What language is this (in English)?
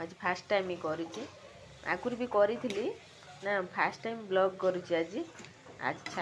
Odia